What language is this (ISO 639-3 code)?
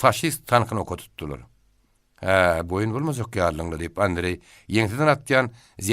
tuk